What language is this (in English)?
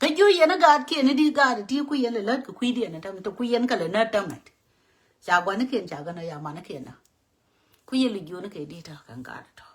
Nuer